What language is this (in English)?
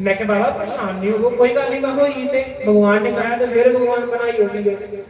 Dogri